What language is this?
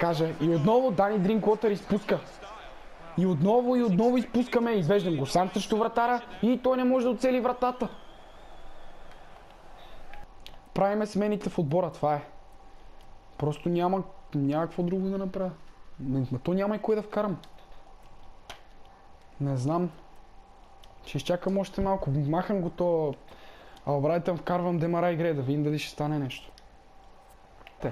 Bulgarian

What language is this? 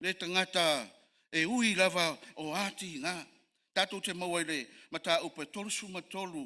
Samoan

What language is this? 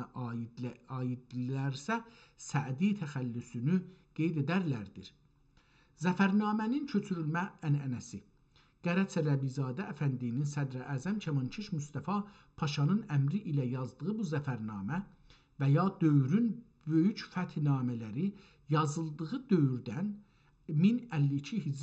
South Azerbaijani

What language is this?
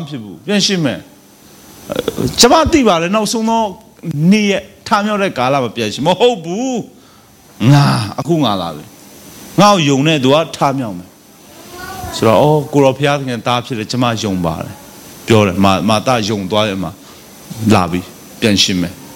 Burmese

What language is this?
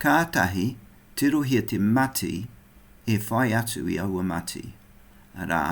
Māori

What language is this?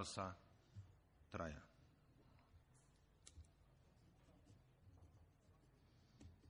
Slovak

